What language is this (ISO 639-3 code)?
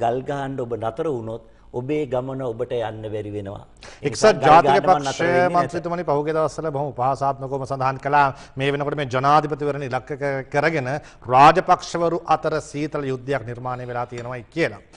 sin